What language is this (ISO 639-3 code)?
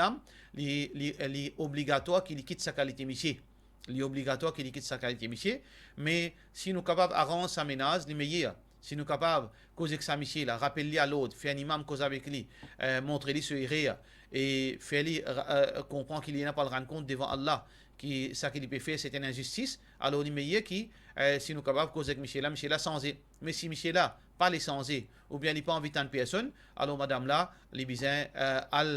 mfe